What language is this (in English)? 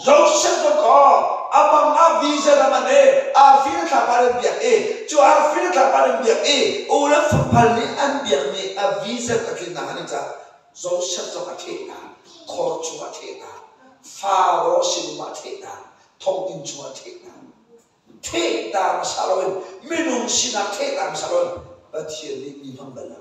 Hakha Chin